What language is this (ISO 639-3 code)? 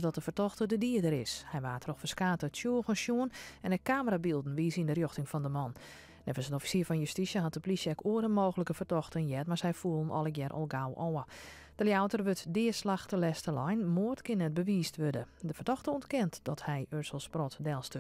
fry